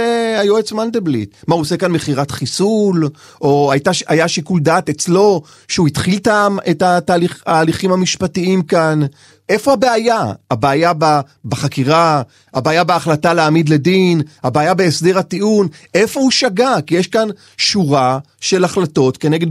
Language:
Hebrew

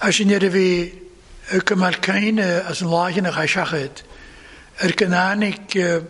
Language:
Welsh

